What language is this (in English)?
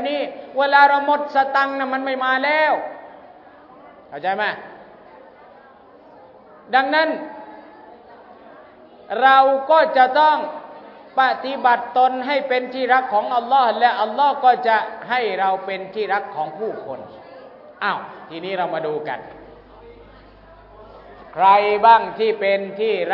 Thai